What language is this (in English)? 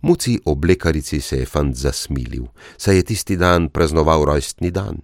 Slovenian